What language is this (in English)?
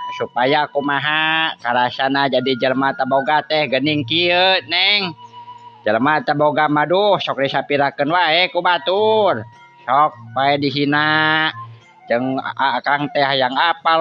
Sundanese